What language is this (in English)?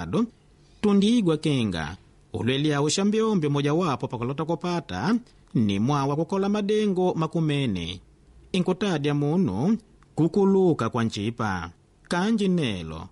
Makonde